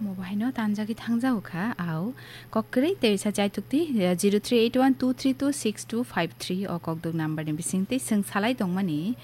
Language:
Kok Borok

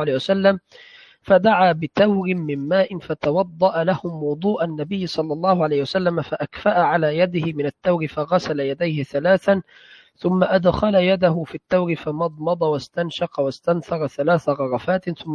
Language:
Arabic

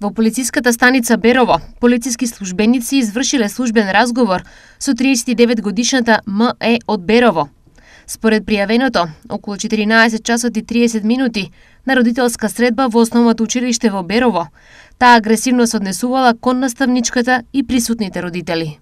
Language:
Macedonian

